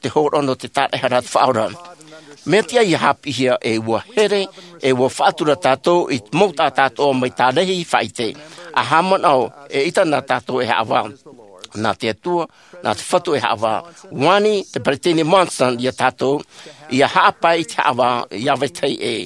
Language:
Tahitian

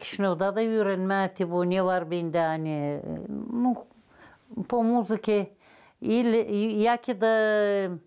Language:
Gagauz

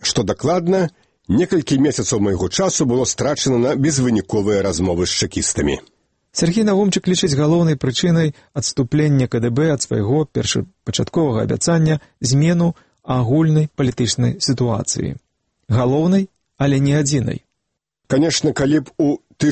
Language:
Belarusian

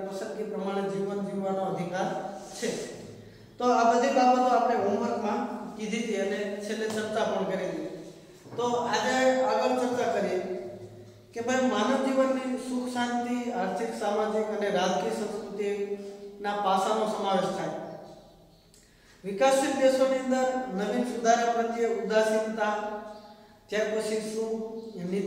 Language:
Gujarati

